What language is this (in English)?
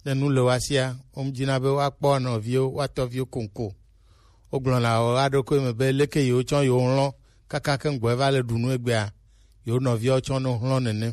Gen